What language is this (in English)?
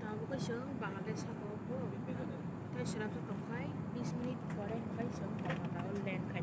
Kok Borok